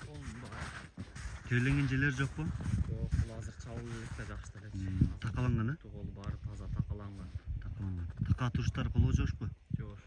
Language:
Kyrgyz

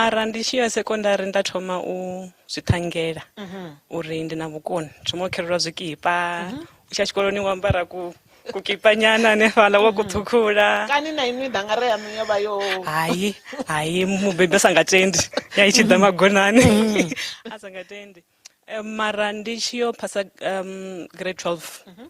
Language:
Venda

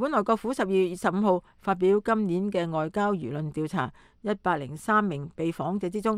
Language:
Cantonese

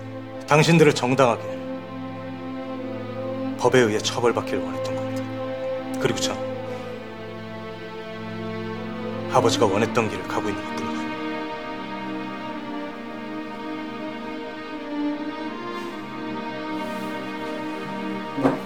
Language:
Korean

